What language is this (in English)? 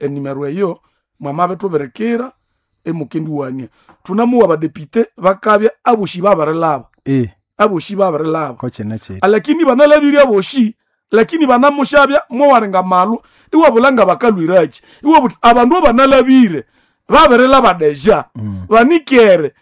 Nande